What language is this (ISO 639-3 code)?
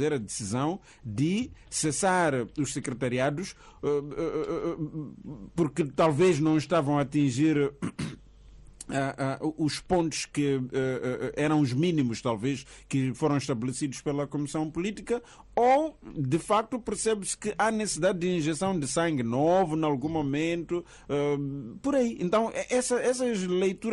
por